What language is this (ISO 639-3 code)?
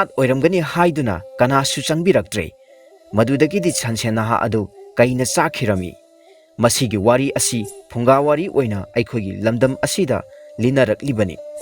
mni